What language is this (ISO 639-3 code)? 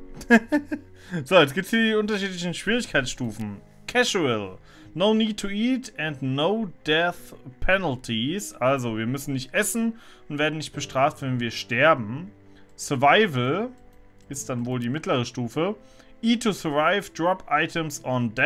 deu